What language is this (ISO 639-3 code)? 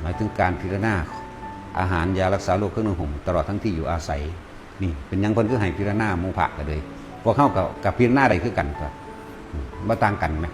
tts